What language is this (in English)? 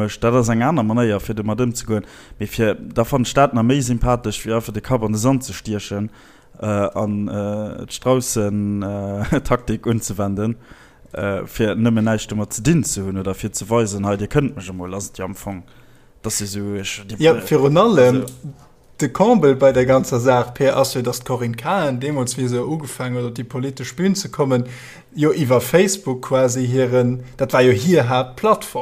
Luxembourgish